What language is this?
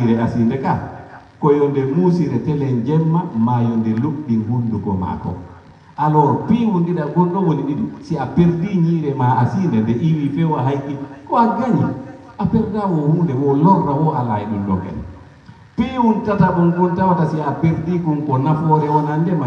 Pular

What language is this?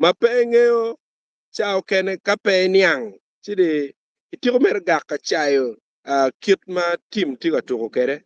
Acoli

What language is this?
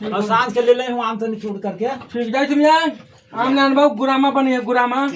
Magahi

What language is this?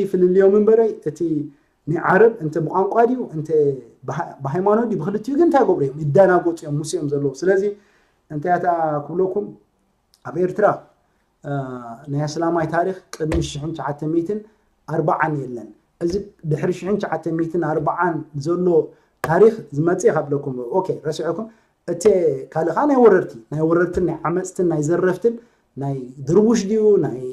Tigrinya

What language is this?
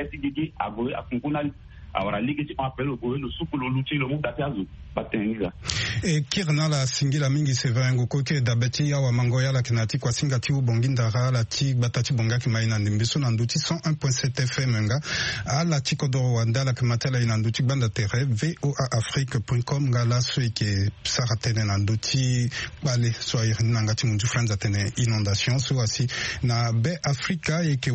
Sango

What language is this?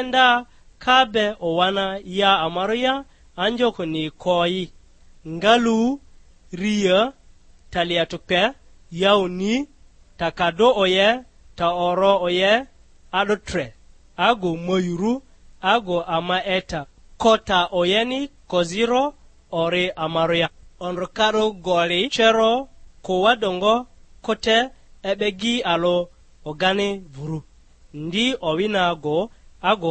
Lugbara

